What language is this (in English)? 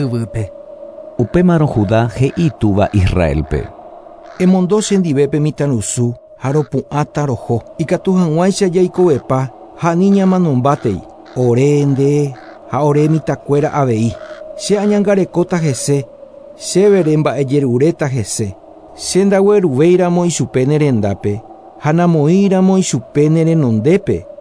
Guarani